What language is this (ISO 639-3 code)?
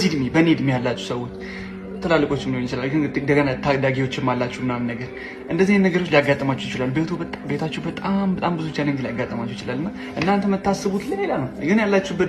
amh